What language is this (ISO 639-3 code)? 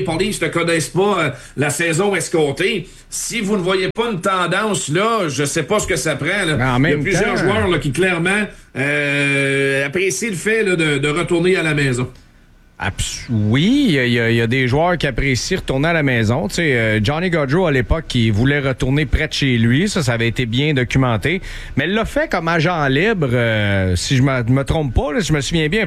fra